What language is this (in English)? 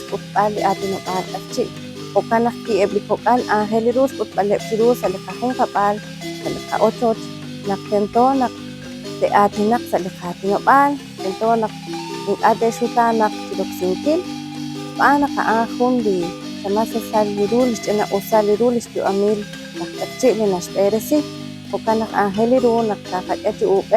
Kekchí